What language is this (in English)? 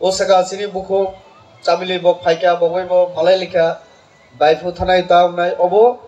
Kok Borok